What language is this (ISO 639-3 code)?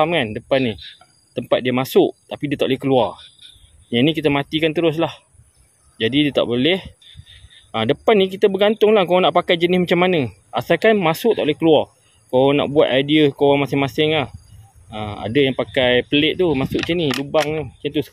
msa